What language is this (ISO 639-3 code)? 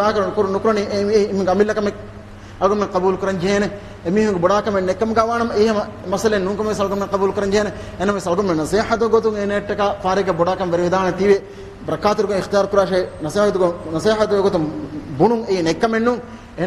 div